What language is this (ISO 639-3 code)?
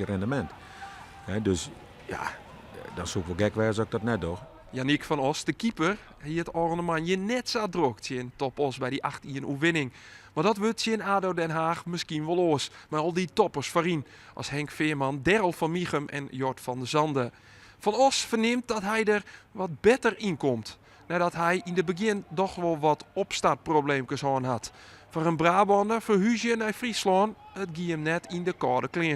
fry